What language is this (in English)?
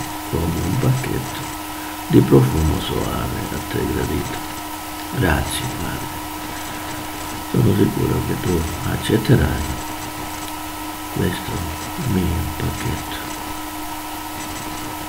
Italian